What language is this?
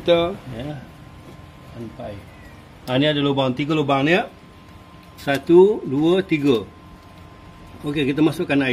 Malay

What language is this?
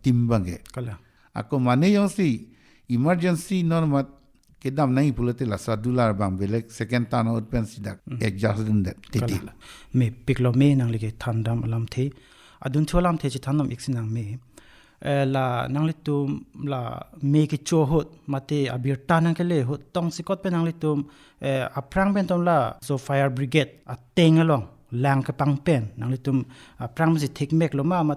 Karbi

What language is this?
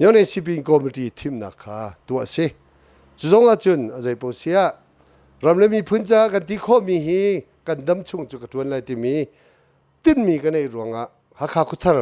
Hakha Chin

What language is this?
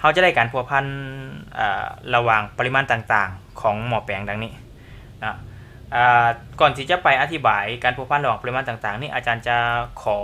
Lao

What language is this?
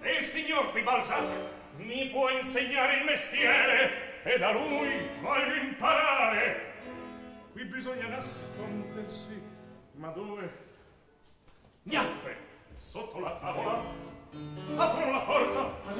Italian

